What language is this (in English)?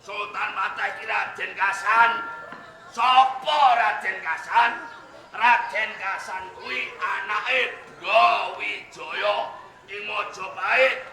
Javanese